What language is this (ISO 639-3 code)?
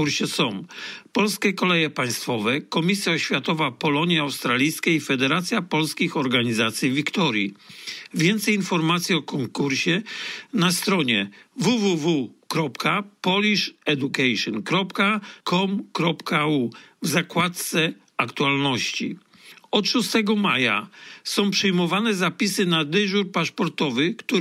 pol